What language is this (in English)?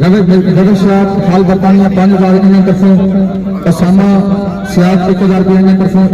Pahari-Potwari